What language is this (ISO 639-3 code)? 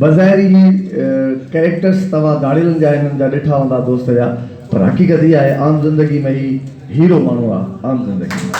snd